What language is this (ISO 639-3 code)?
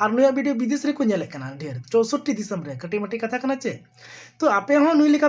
sat